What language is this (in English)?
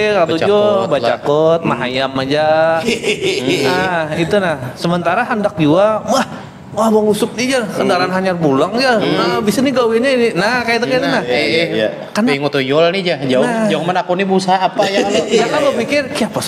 Banjar